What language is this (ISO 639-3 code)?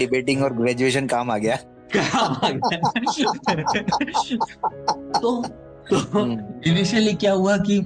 hin